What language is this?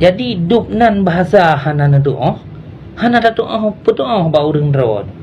Achinese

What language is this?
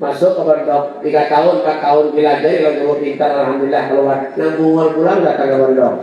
Banjar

